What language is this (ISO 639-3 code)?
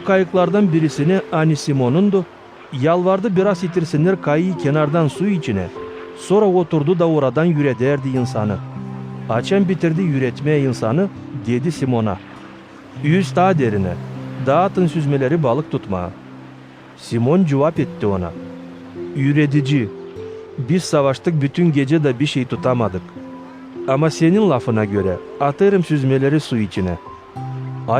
gag